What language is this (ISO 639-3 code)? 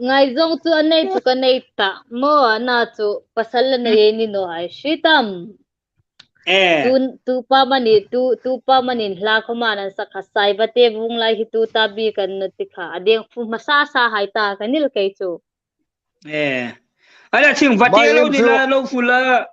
hmr